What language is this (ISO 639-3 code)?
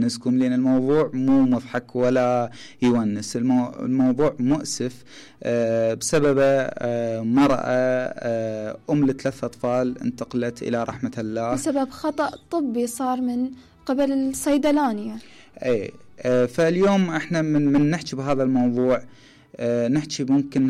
acm